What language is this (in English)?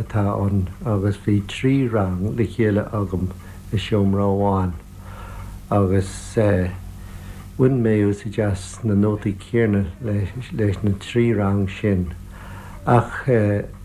Irish